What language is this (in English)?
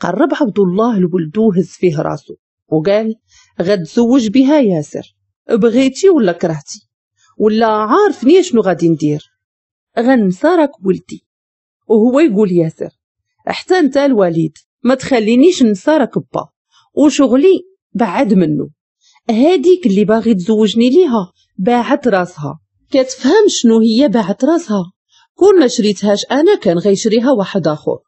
Moroccan Arabic